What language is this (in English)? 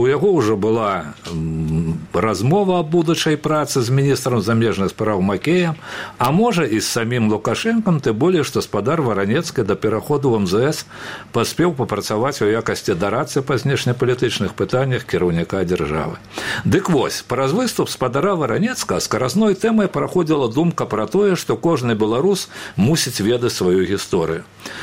Belarusian